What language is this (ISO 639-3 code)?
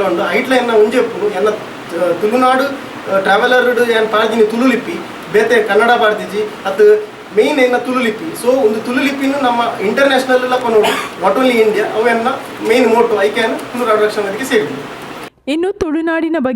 tcy